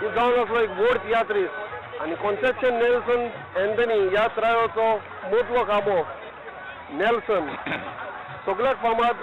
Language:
Konkani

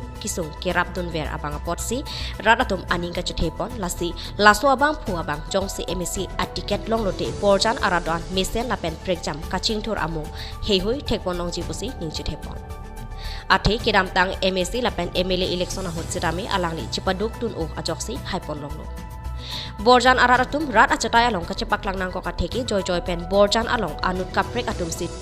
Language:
Karbi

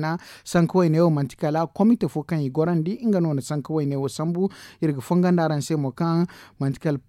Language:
Zarma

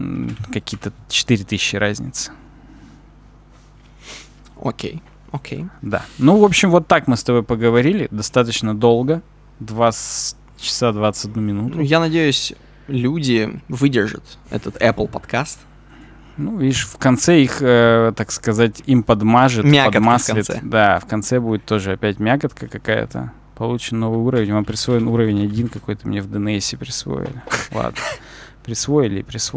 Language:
Russian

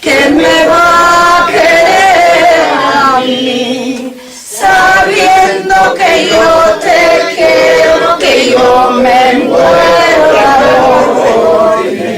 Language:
Ladino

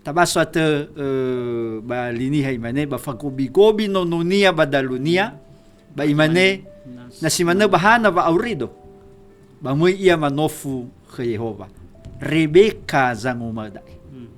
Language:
Nias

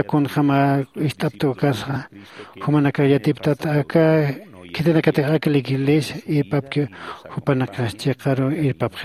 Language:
Aymara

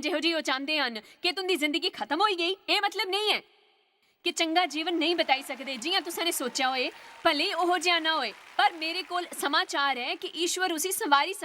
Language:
Dogri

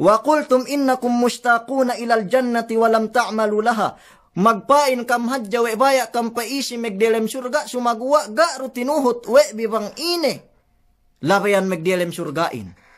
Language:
Yakan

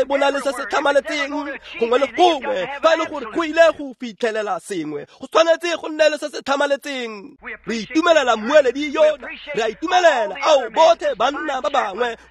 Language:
Tswana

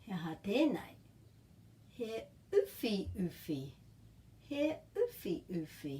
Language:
Māori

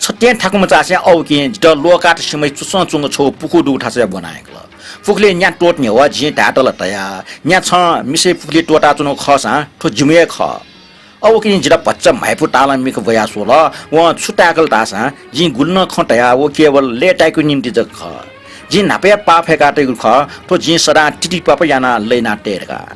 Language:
Newari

